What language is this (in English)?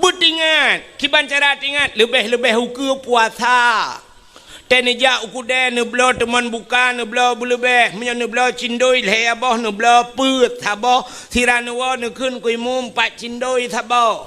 Achinese